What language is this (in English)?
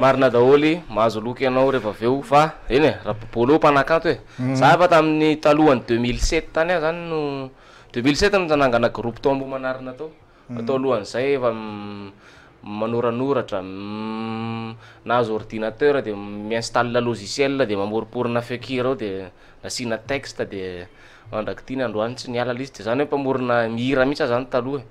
Malagasy